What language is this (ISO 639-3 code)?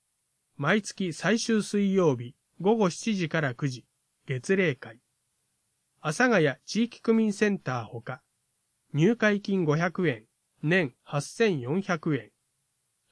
jpn